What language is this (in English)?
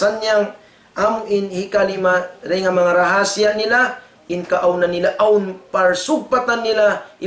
Tausug